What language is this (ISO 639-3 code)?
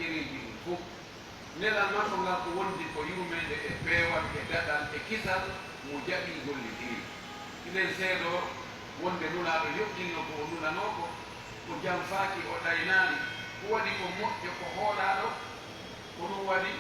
ful